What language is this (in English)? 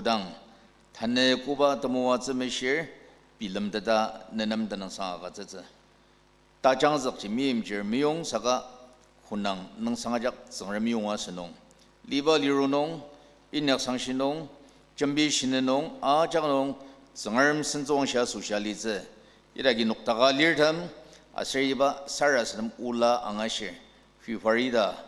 Ao Naga